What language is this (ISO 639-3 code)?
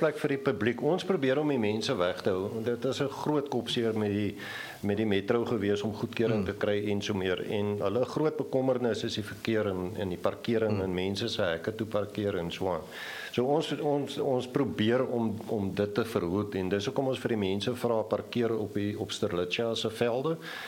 afr